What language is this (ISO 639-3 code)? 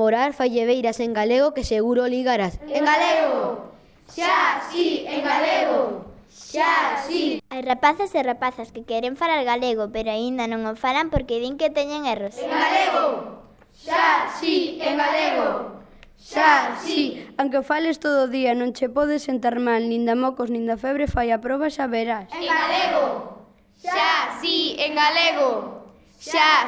glg